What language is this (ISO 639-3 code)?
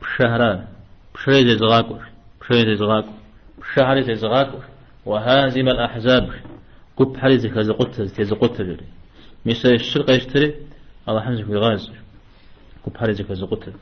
kbd